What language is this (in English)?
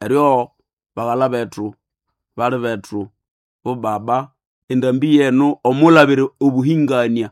Nande